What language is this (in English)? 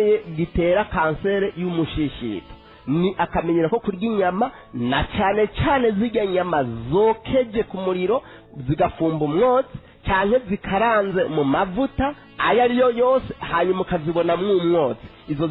Rundi